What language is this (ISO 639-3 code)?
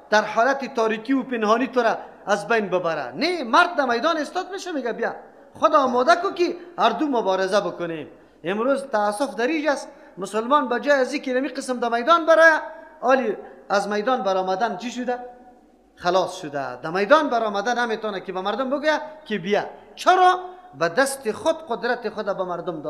fas